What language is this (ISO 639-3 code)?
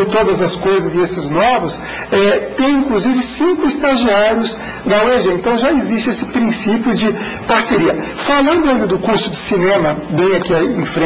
por